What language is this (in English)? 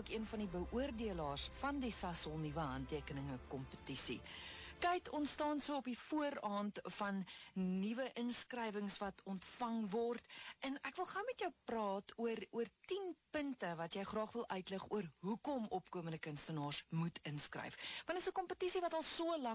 Afrikaans